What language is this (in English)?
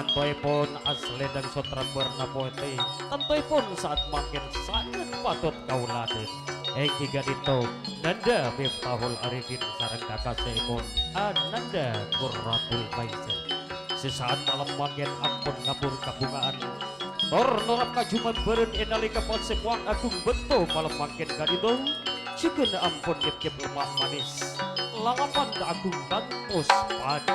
Madurese